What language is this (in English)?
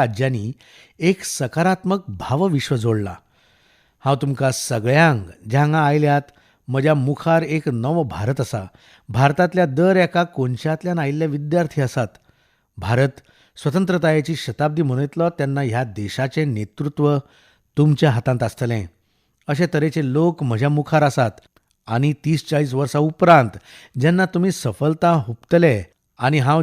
Konkani